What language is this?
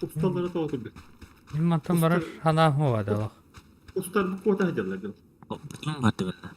Yakut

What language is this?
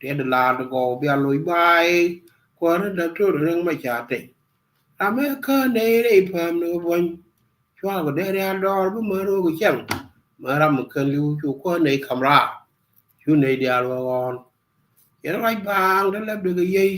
Nuer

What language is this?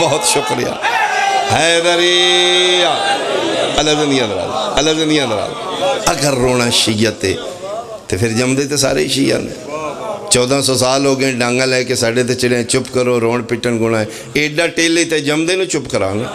Pahari-Potwari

